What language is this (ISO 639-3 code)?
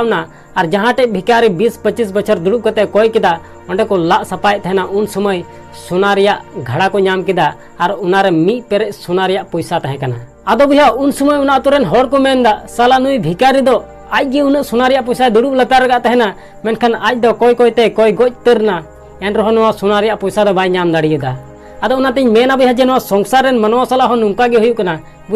sat